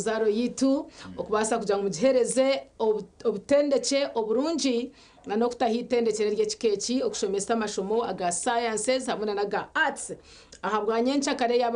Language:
Nyankole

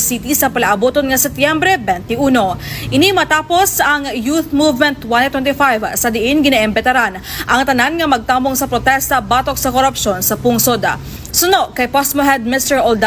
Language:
Hiligaynon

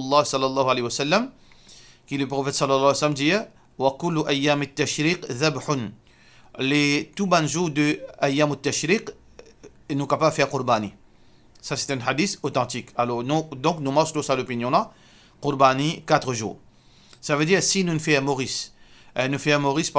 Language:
Morisyen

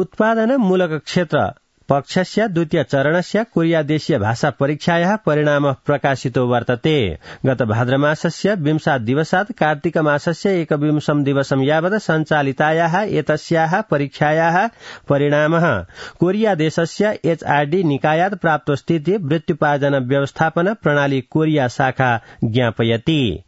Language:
Sanskrit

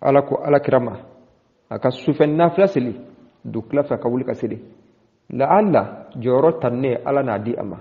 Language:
Bambara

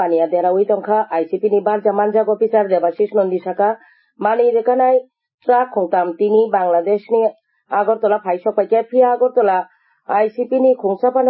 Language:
Kok Borok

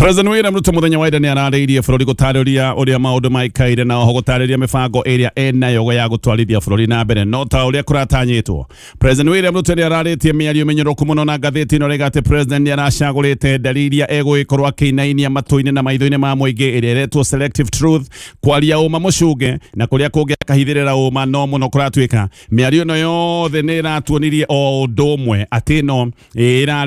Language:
Kikuyu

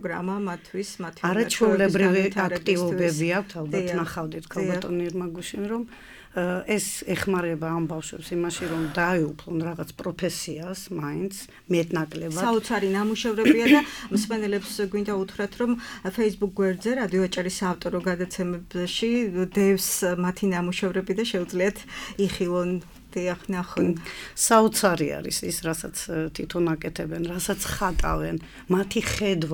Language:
Georgian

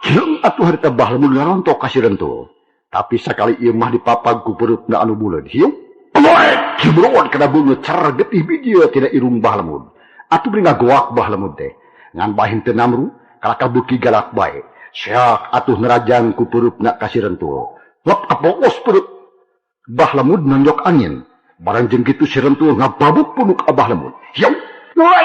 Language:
Sundanese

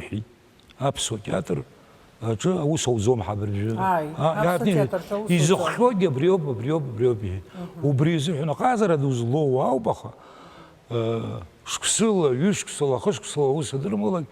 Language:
Abkhazian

